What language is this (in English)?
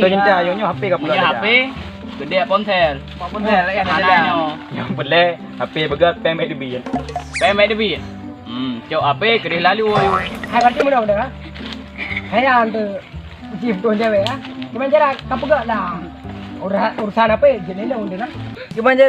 Achinese